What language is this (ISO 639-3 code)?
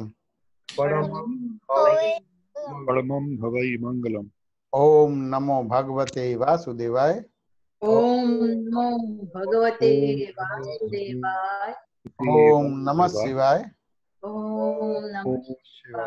guj